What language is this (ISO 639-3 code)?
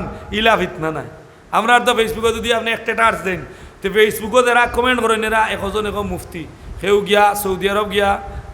syl